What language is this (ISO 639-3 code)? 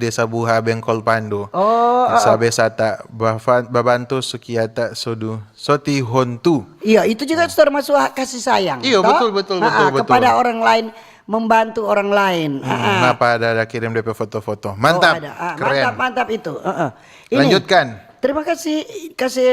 xmm